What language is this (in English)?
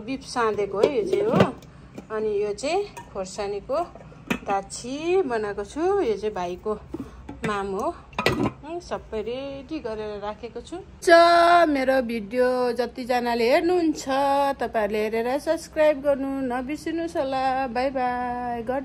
Nepali